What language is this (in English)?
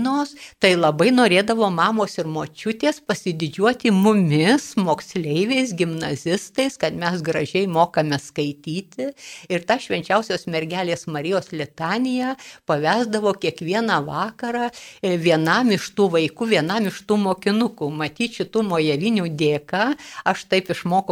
Lithuanian